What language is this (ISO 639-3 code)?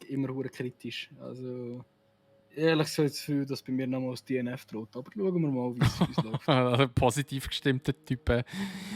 gsw